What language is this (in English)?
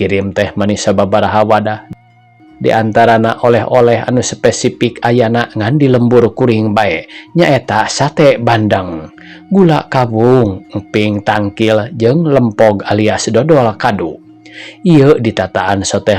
Sundanese